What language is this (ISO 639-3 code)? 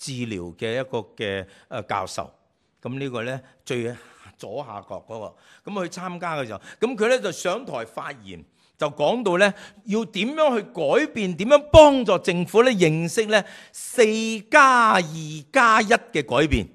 yue